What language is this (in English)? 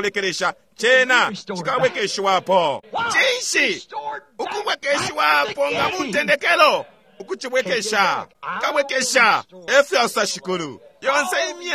Bemba